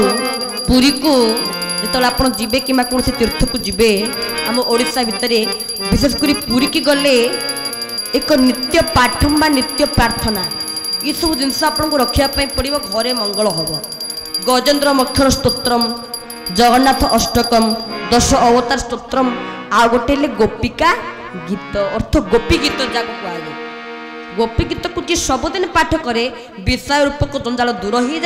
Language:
Odia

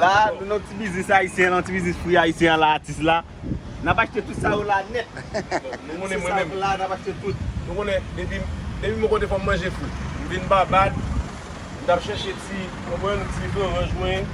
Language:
Haitian Creole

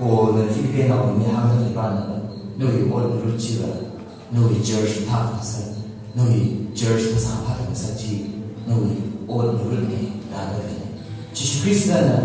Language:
Tangkhul Naga (India)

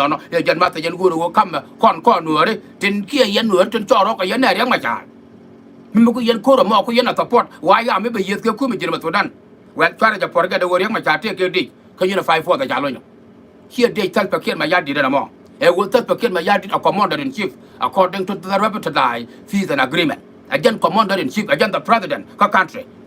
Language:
Nuer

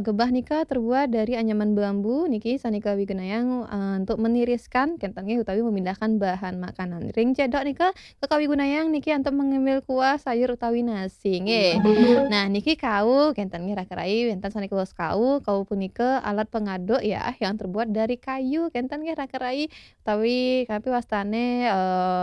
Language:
Balinese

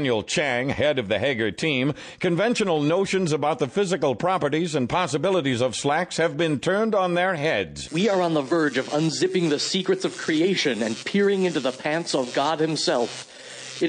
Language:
English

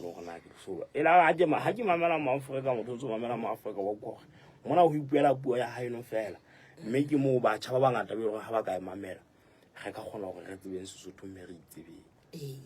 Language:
Southern Sotho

